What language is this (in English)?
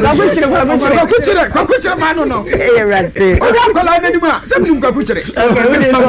Akan